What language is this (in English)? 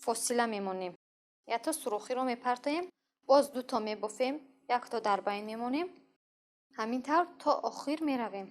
Tajik